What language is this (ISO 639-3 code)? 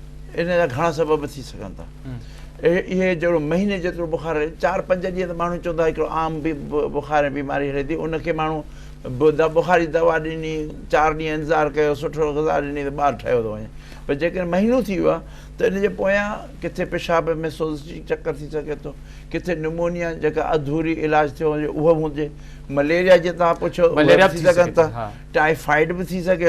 snd